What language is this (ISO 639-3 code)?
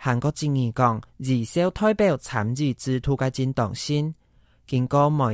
hak